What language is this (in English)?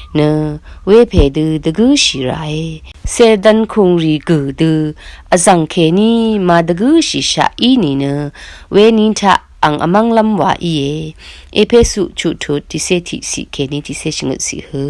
Rawang